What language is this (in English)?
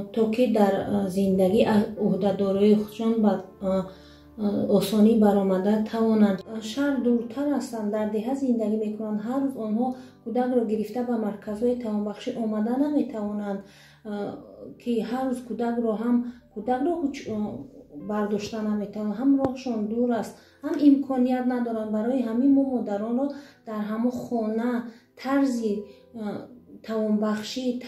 Tajik